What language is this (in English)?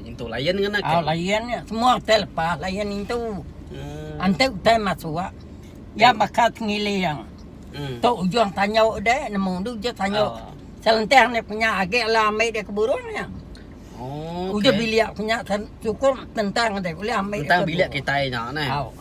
Iban